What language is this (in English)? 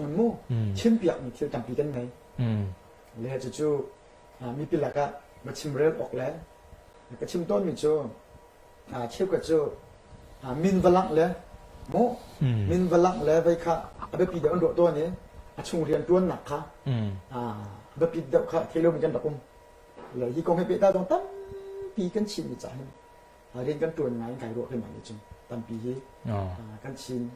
Hakha Chin